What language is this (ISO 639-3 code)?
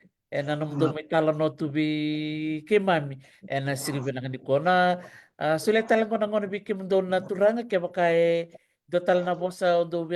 fij